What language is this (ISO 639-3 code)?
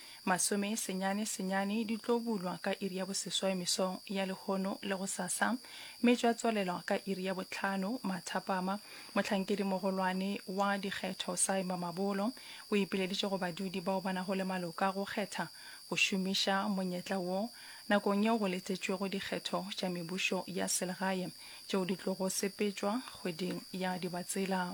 nso